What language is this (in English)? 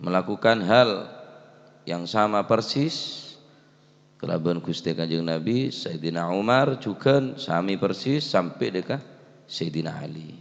Madurese